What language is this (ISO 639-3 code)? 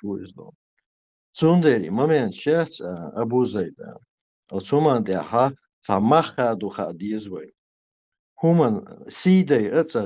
che